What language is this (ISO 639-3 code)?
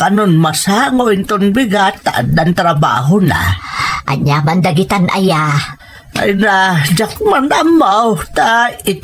ilo